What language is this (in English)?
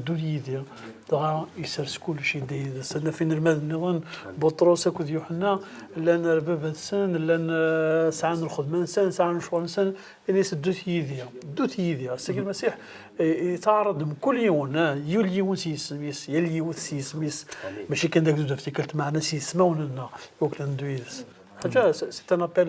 Kabyle